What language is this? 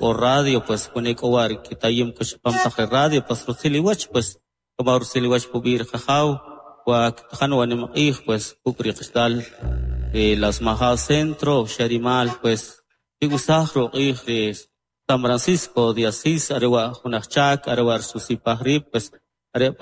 Kʼicheʼ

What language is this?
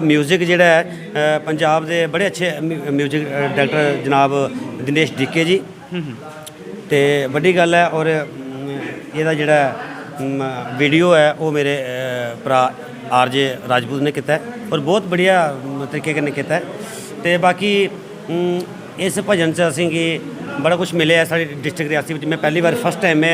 Dogri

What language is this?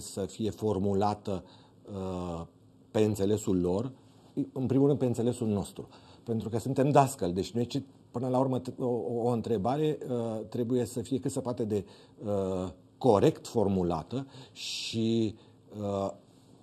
Romanian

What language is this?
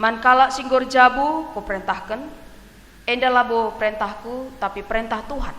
Batak Karo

